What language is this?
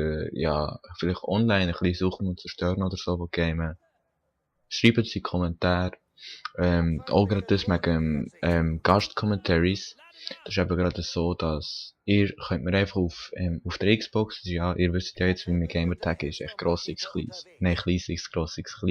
Swiss German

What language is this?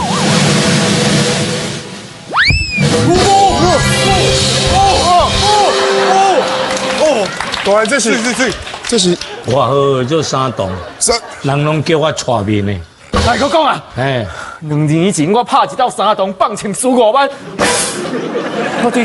Min Nan Chinese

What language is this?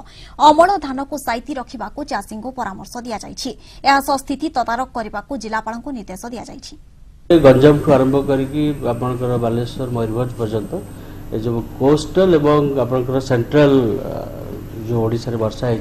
Odia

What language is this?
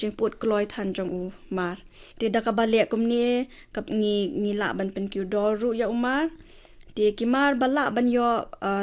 Khasi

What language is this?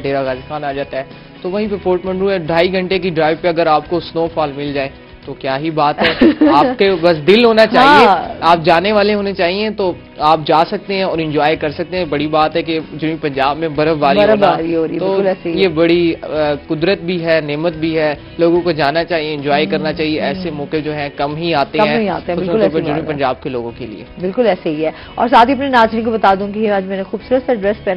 Urdu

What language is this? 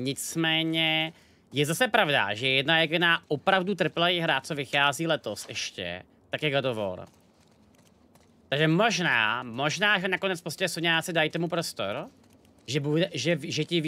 Czech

